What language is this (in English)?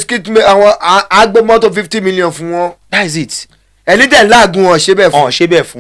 Yoruba